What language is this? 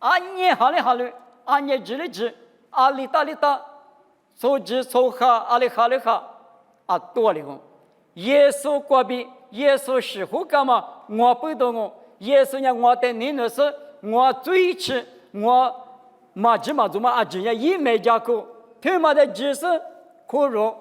Lisu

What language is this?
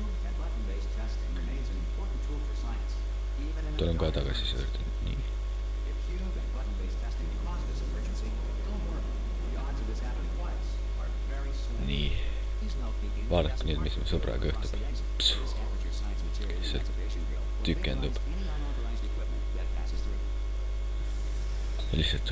Estonian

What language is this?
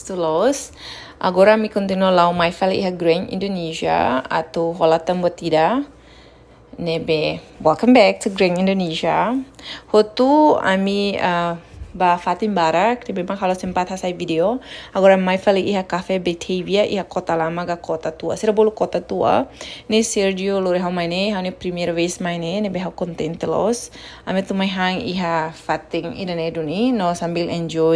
Tetum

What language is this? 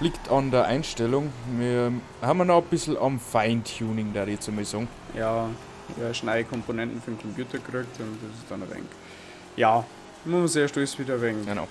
Bavarian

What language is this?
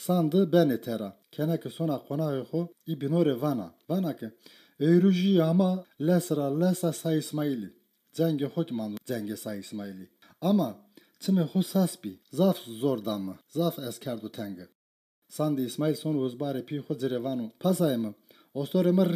Zaza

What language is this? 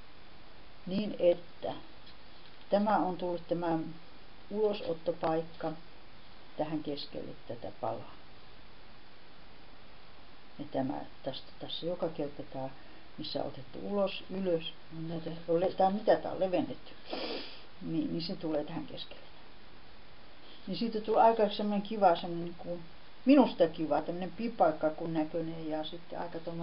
Finnish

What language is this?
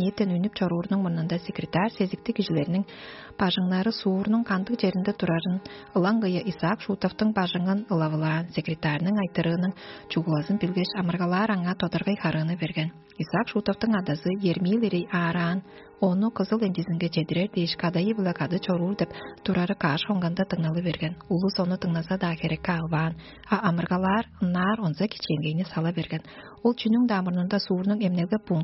Tuvinian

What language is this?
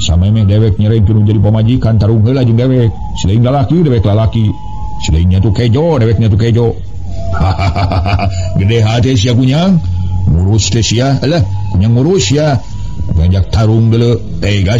Sundanese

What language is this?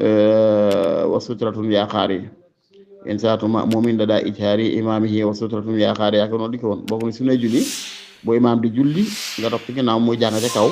Wolof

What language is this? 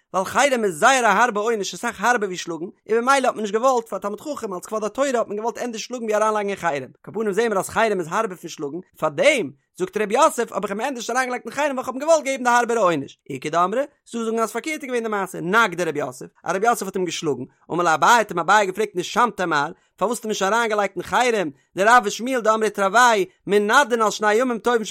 Yiddish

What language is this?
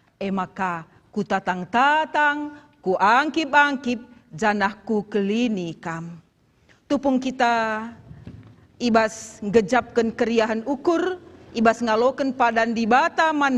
Batak Karo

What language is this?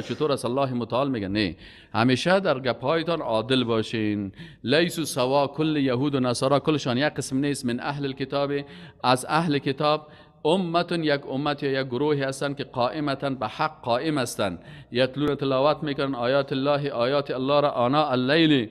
Persian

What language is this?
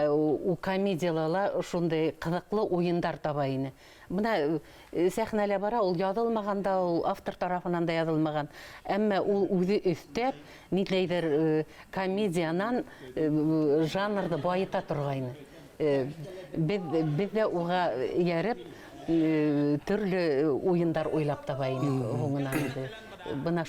Bashkir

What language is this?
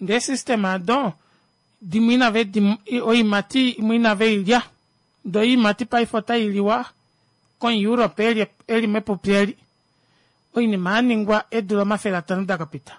Kuanyama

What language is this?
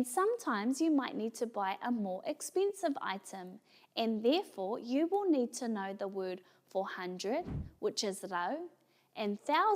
Māori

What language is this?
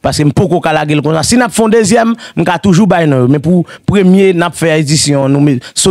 Haitian Creole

